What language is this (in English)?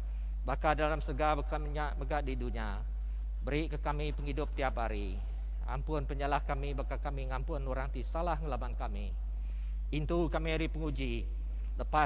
Iban